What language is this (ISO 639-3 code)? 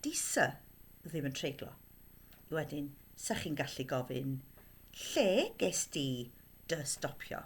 cym